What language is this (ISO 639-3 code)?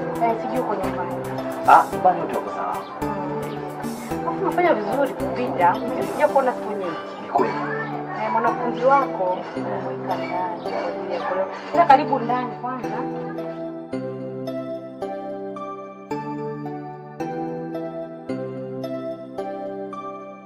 swa